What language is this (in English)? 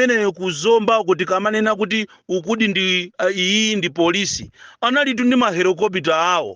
Nyanja